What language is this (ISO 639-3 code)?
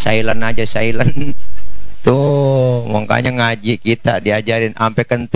bew